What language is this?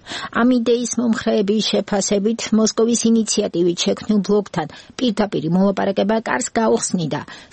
Georgian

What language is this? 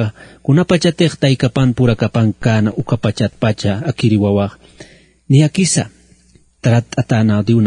Aymara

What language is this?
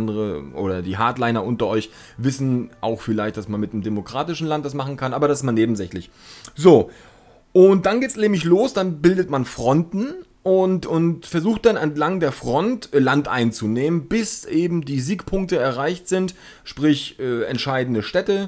German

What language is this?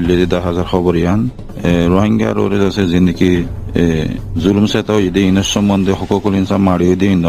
Rohingya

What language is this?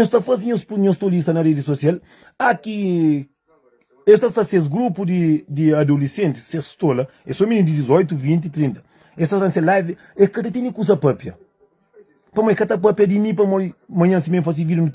Kabuverdianu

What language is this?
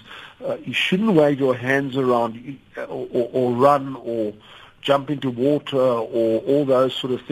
English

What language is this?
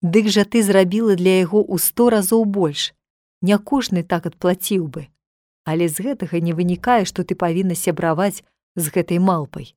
Belarusian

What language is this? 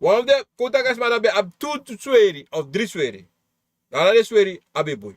Sranan Tongo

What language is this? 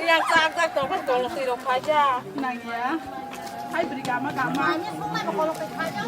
Kok Borok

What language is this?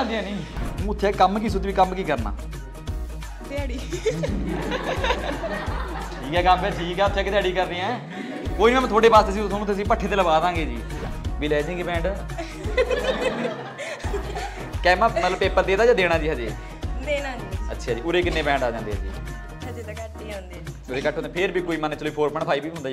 Punjabi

